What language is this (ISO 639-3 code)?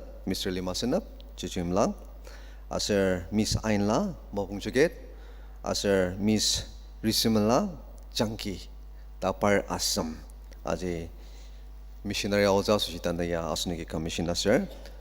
njo